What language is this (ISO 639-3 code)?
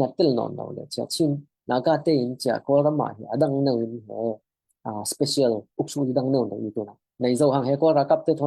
cfm